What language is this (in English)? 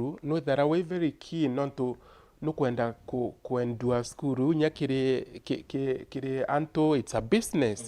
Meru